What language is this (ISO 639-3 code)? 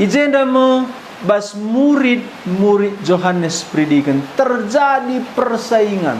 btx